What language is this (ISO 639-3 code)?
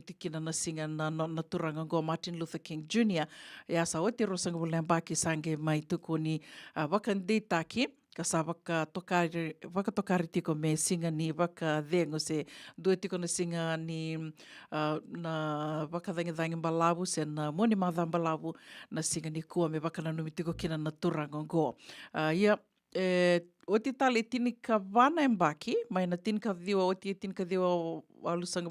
fij